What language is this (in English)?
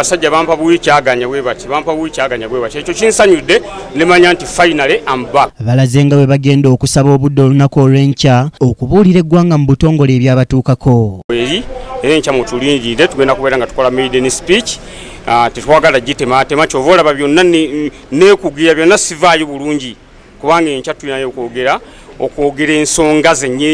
Ganda